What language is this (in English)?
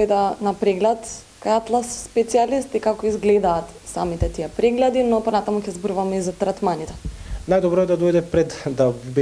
Macedonian